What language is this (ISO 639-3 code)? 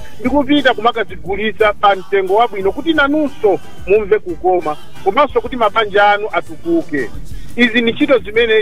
nya